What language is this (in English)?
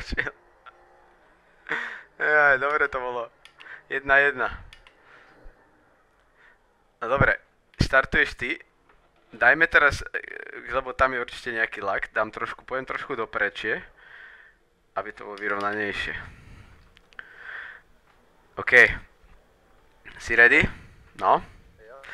Slovak